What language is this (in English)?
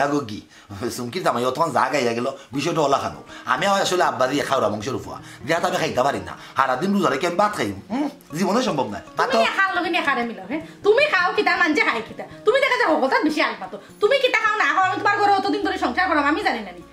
Sylheti